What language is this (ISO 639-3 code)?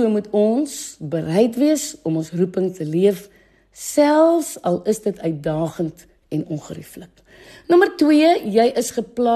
afr